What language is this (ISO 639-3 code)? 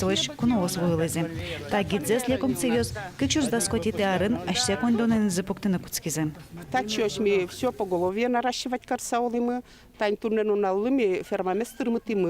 udm